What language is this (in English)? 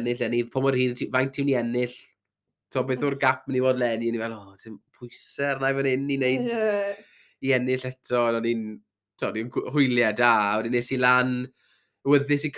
Welsh